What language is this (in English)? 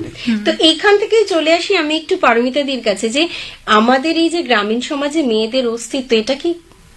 Bangla